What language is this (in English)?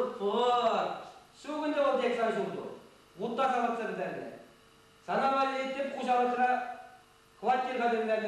Chuvash